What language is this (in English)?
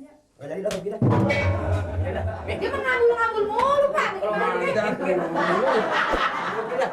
Betawi